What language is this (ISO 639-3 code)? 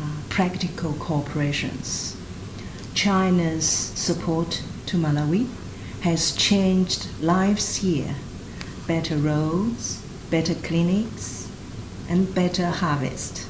eng